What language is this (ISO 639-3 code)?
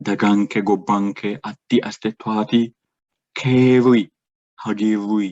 sid